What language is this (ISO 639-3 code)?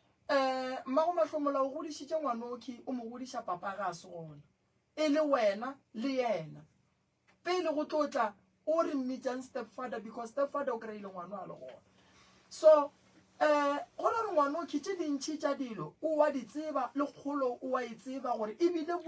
nso